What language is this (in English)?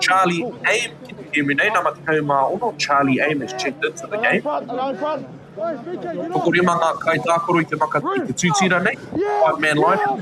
Māori